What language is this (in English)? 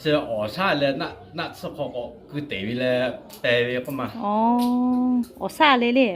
Lahu